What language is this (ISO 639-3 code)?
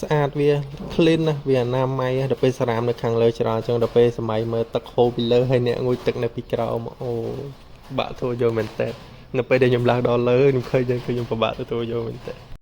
khm